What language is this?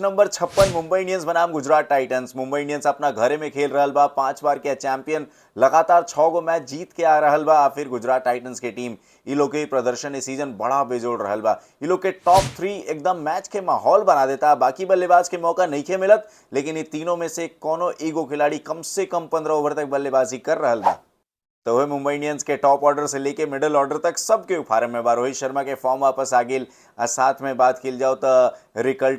Bhojpuri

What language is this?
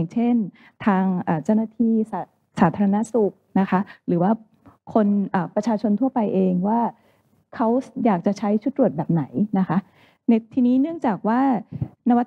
Thai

